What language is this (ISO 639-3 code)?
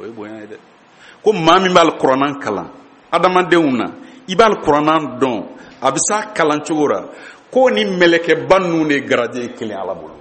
bam